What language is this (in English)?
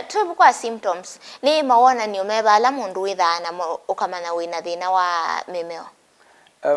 Kamba